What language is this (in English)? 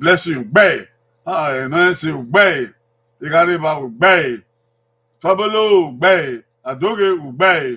Bini